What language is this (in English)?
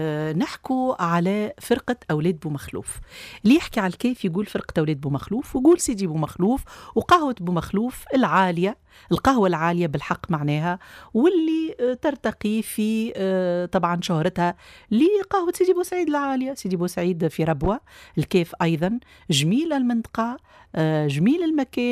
Tunisian Arabic